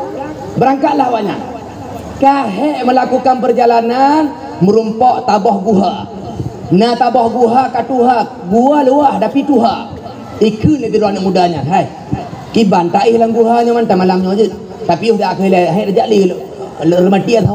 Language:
Achinese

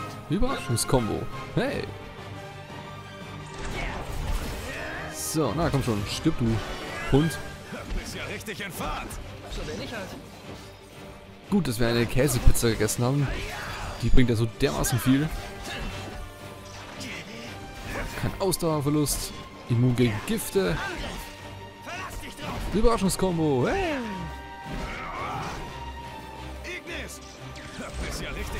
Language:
German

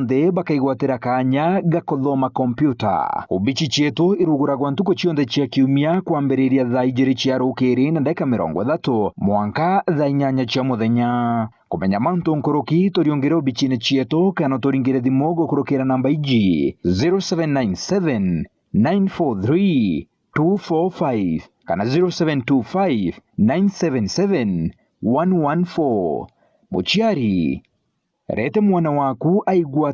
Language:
Meru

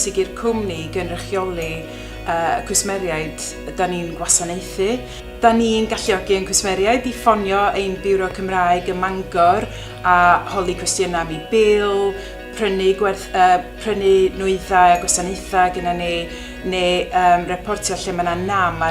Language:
Welsh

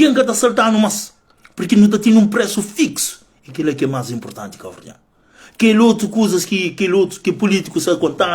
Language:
Kabuverdianu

